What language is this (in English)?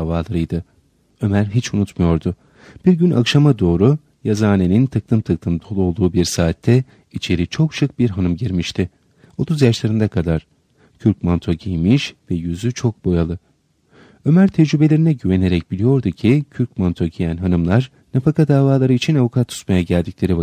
Turkish